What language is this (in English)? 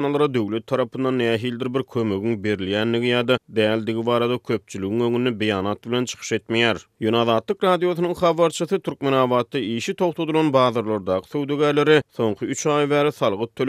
Turkmen